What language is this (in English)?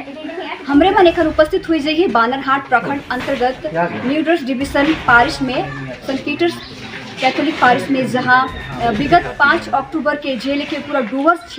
Sadri